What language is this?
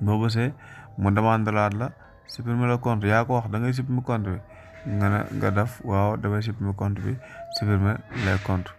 Wolof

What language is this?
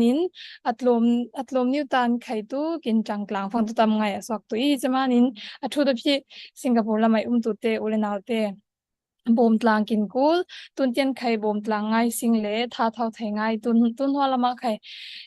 Falam Chin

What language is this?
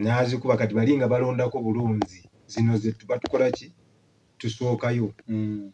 Ganda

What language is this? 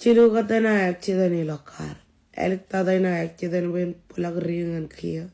Marshallese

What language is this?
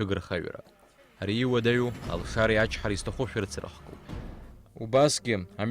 Abkhazian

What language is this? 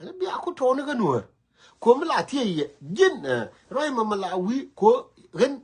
Nuer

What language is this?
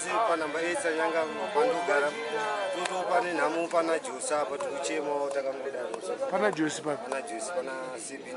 Shona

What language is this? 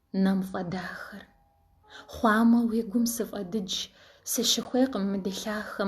Kabardian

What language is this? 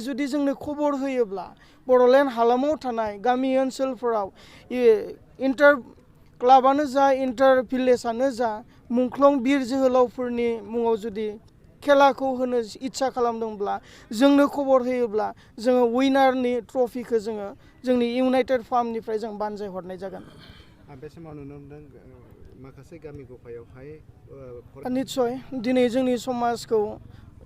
Bodo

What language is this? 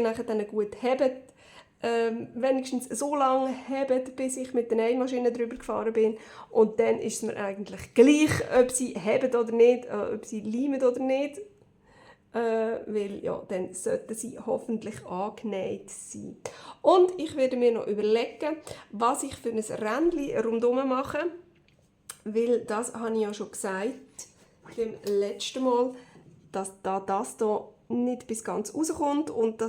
Swiss German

